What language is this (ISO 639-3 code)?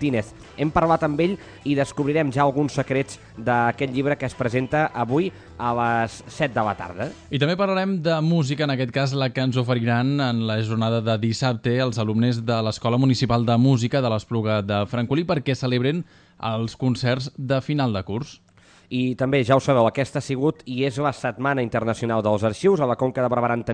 cat